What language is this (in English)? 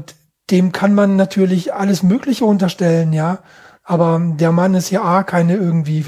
German